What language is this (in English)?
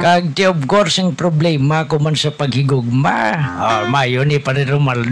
Hiligaynon